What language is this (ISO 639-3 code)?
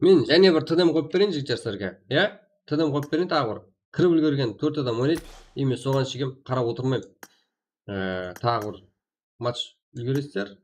kaa